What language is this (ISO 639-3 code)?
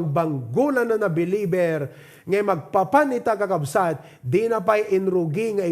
ilo